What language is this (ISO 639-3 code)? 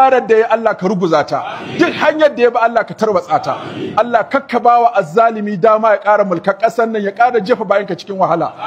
hau